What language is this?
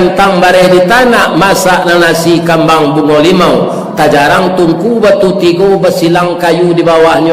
Minangkabau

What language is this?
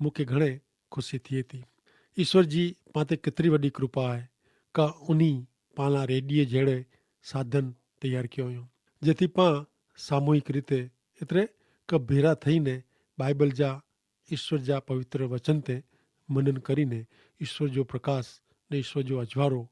Kachhi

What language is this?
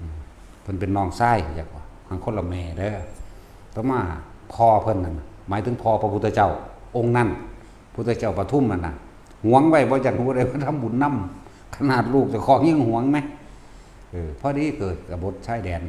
Northeastern Thai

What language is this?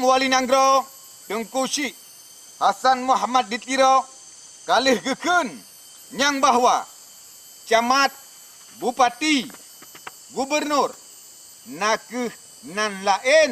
Achinese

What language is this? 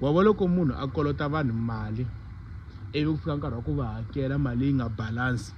Tsonga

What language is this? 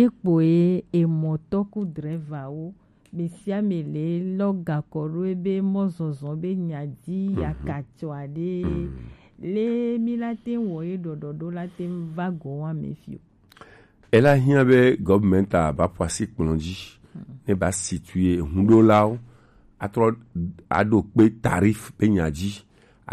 Gen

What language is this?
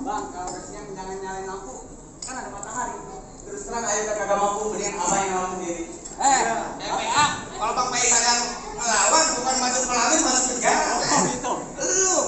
Betawi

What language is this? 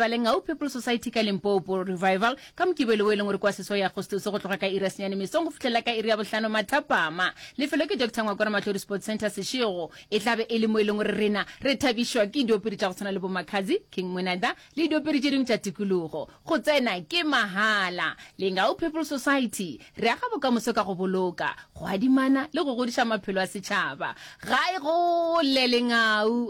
Northern Sotho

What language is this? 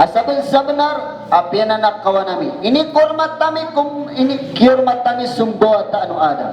Maranao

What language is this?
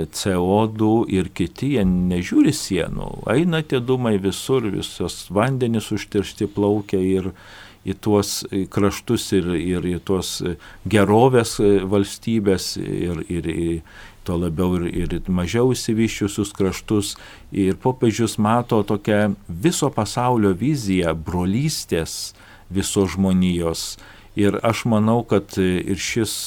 Lithuanian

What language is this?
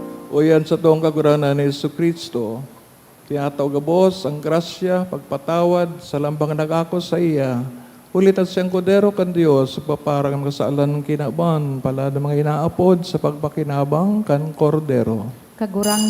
Bikol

